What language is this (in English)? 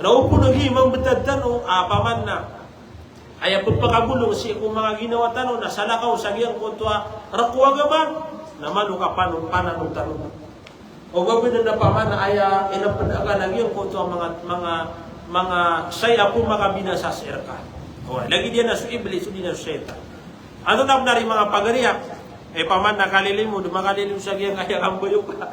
Maranao